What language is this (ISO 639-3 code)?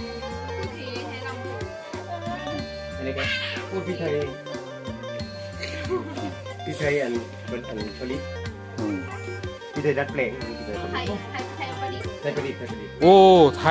tha